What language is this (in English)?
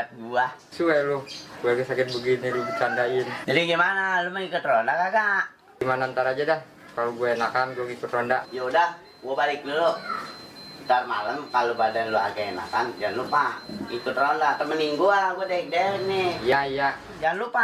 Betawi